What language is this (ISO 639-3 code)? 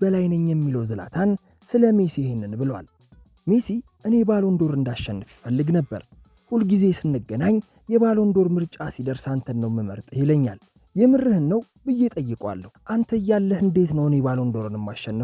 amh